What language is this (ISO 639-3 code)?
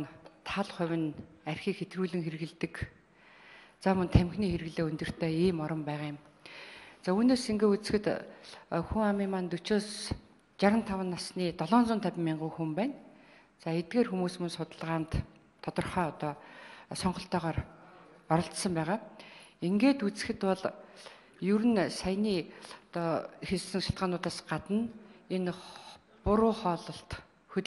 mon